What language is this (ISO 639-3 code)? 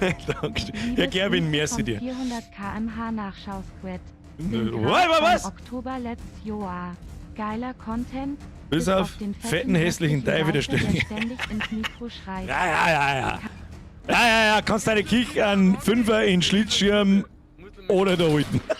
bar